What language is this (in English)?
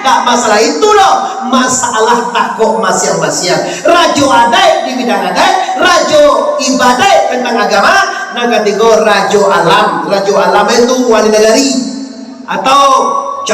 Minangkabau